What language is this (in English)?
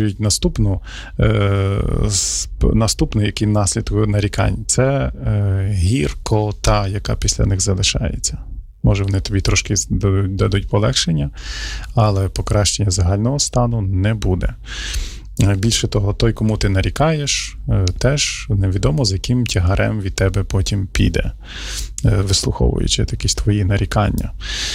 Ukrainian